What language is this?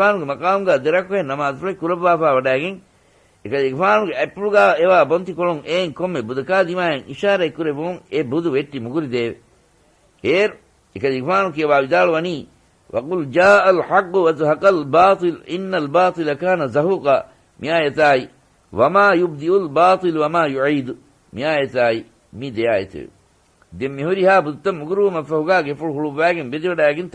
Divehi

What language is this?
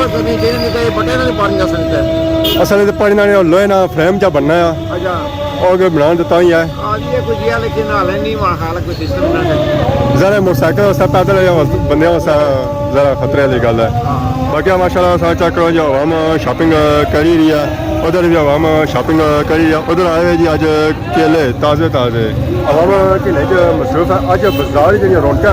Pahari-Potwari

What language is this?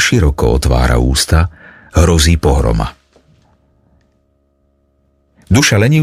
Slovak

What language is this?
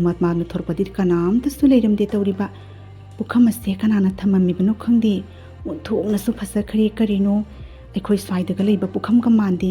Manipuri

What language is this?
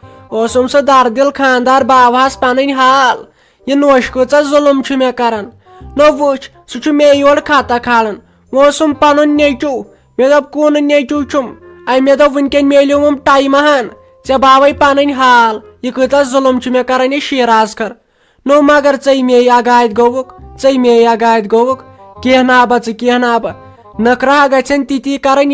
Kashmiri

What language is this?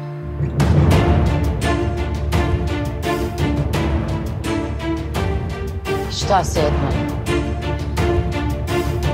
Turkish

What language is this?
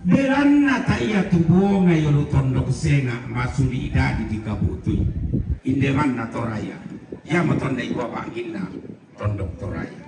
Toraja-Sa'dan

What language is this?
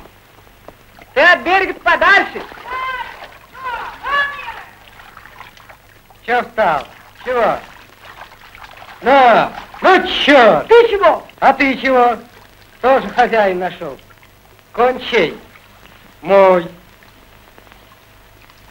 Russian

